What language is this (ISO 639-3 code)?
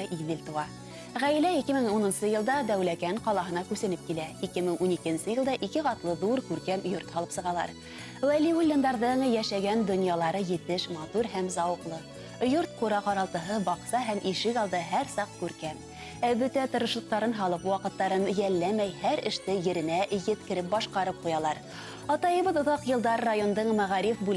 bak